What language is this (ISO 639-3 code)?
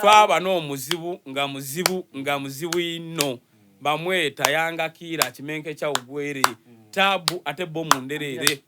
xog